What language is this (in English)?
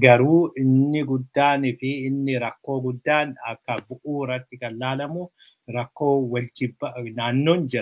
Oromo